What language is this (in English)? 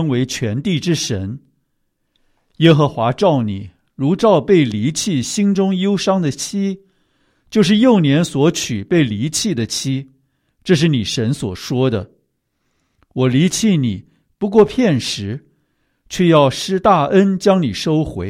Chinese